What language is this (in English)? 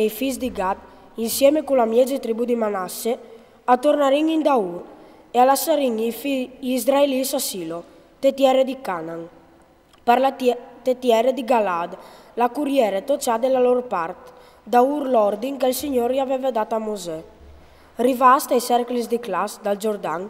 Friulian